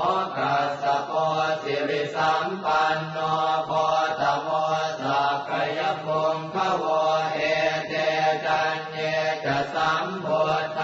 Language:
Pali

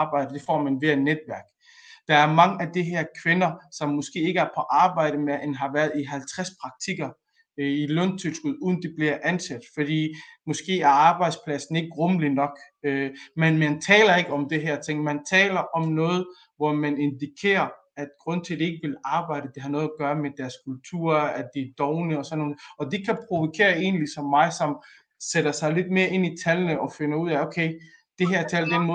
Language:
Danish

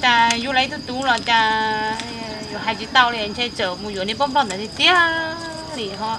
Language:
Hmong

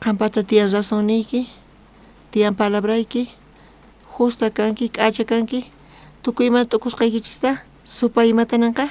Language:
South Bolivian Quechua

